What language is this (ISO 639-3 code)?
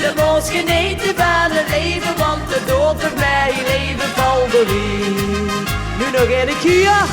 lim